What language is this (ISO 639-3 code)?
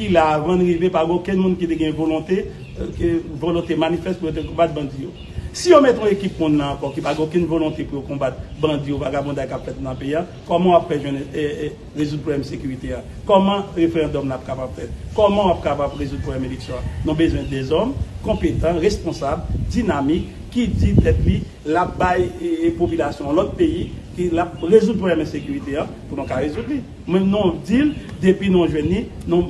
hat